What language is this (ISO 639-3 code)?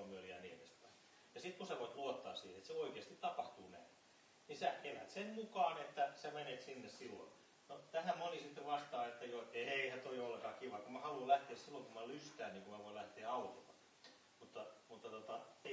fin